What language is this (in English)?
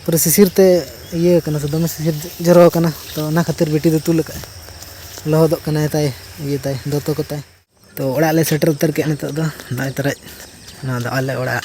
Santali